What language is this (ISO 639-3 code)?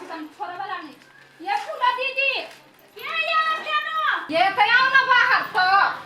mai